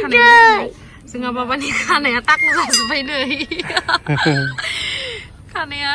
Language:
Bodo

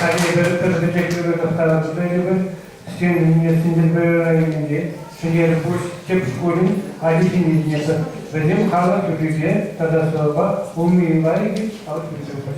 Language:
Chuvash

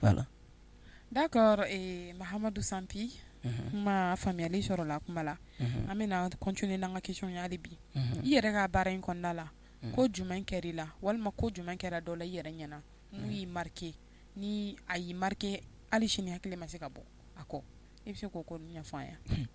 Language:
Bambara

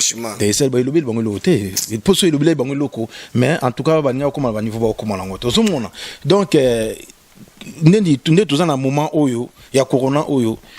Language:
Lingala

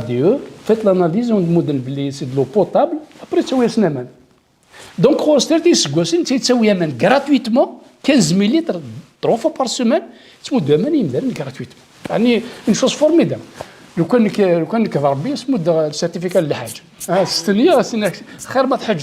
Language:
Kabyle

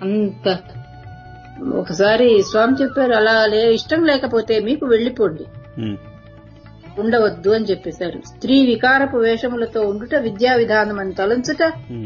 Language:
Telugu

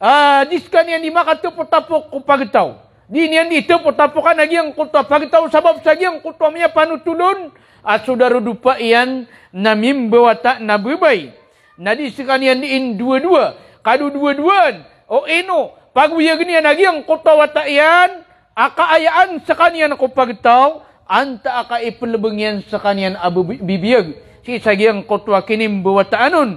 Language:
Maranao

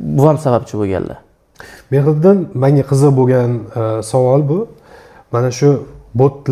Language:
Uzbek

